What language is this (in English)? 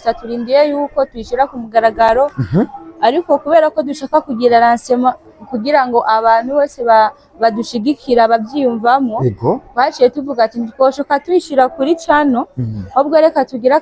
Rundi